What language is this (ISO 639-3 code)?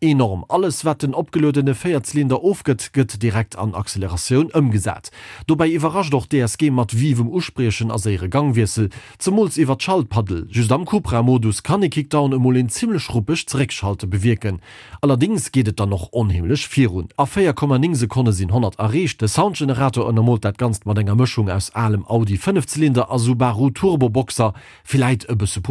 ltz